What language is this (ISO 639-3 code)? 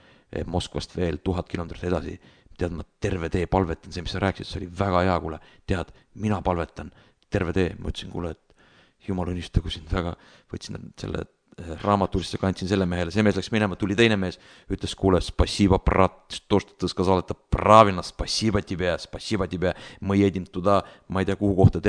est